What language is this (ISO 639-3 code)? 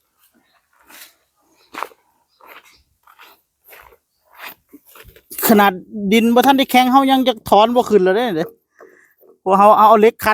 tts